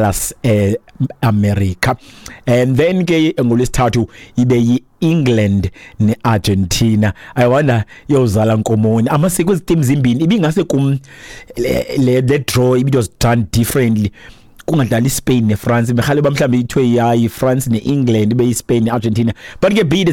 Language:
Xhosa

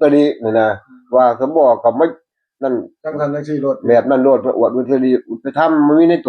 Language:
Northeastern Thai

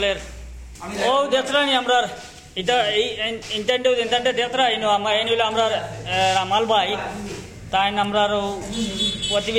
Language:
Sylheti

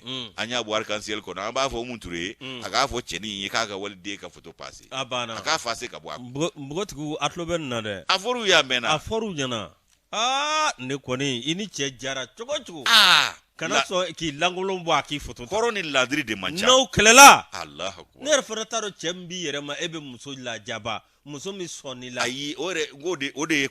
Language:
Bambara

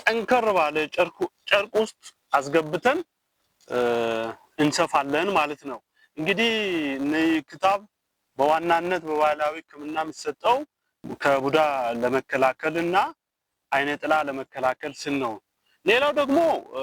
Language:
Amharic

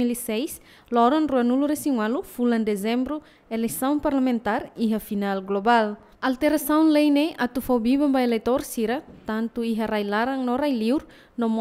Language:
Tetum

